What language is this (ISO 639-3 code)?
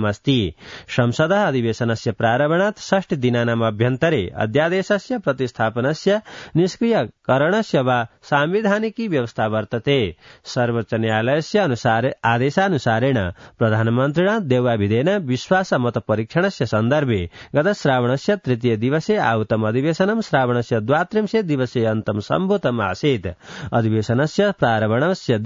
san